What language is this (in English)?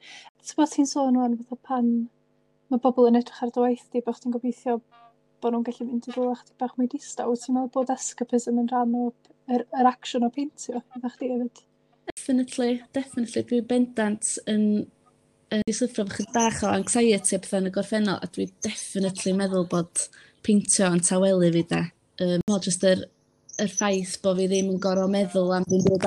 Welsh